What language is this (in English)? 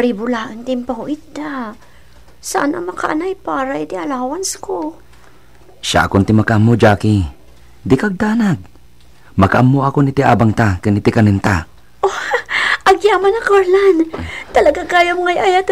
Iloko